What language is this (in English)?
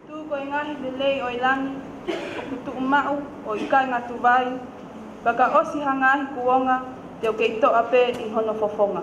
Tongan